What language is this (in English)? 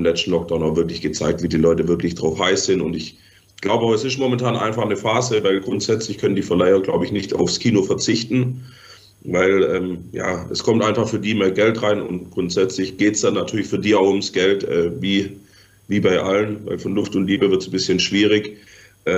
German